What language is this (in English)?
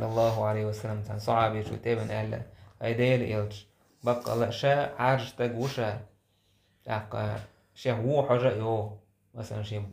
Chechen